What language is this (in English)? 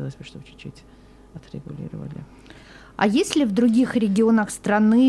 Russian